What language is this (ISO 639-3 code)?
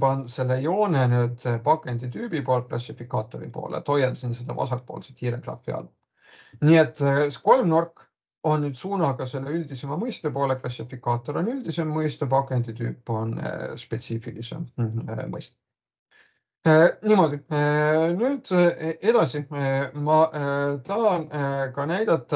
est